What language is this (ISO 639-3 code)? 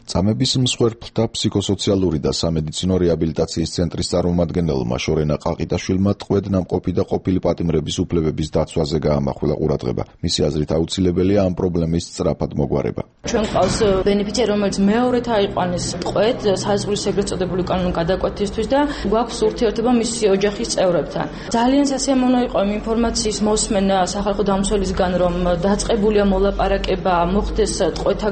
kat